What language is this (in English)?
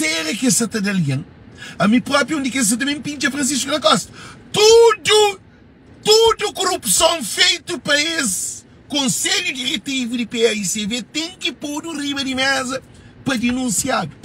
Kabuverdianu